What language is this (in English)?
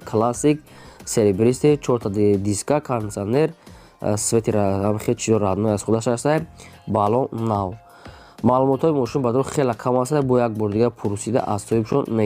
Tajik